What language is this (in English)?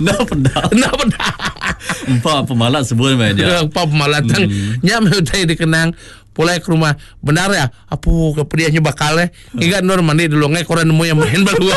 Iban